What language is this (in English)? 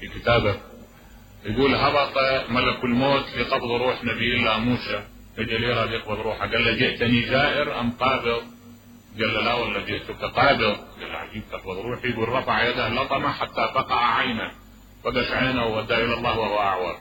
Mesopotamian Arabic